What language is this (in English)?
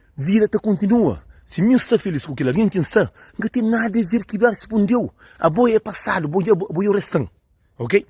Kabuverdianu